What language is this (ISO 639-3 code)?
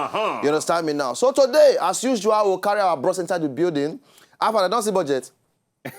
pcm